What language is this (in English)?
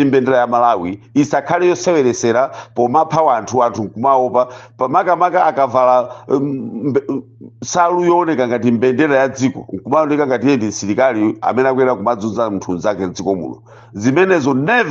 Nyanja